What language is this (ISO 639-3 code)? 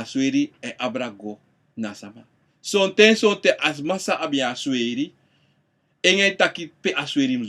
srn